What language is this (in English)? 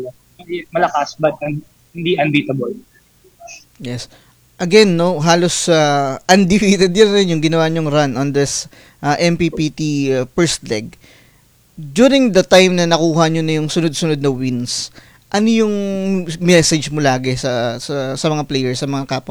Filipino